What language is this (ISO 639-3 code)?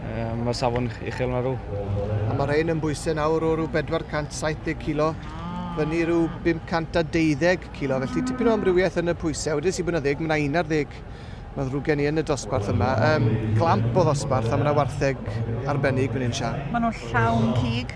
cym